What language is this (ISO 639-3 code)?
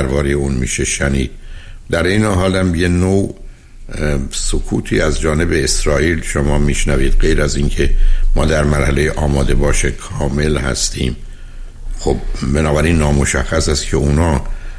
fas